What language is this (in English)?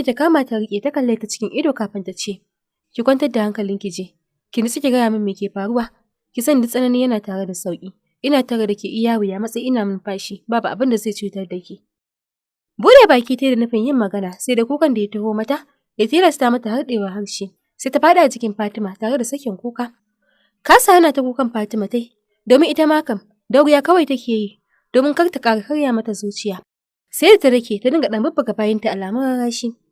Hausa